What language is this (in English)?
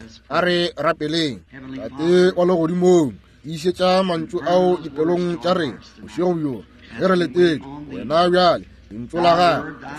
Northern Sotho